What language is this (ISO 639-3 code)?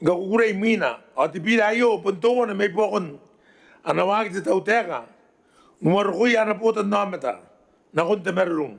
gil